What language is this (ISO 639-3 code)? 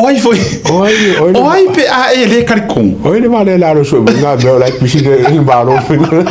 smo